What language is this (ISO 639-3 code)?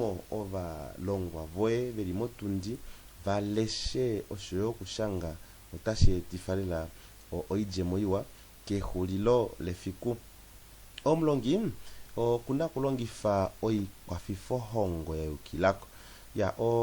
kua